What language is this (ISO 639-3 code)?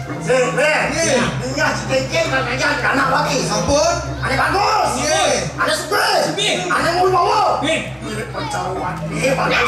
ban